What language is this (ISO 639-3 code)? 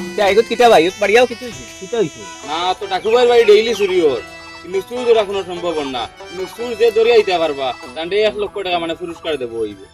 syl